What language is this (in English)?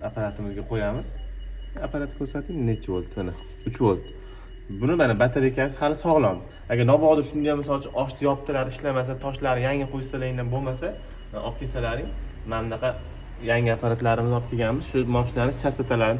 Uzbek